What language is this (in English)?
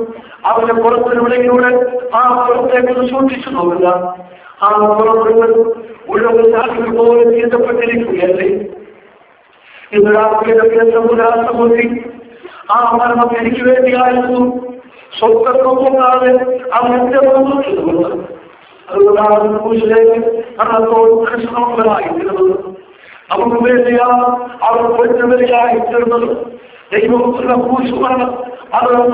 Malayalam